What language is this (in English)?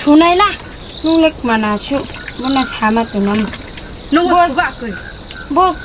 Riang (India)